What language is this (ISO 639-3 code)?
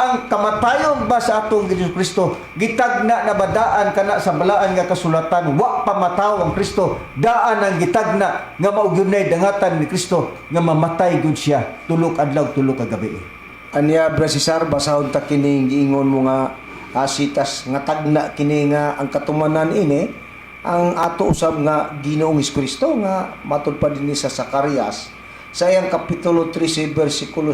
ceb